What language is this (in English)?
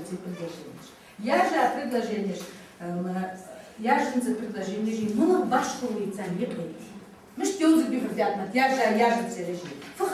Ingush